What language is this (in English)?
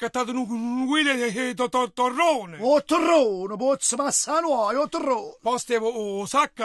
Neapolitan